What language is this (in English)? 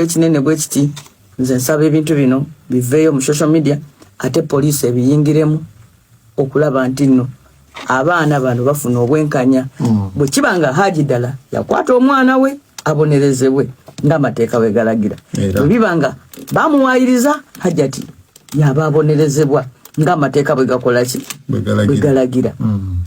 Ganda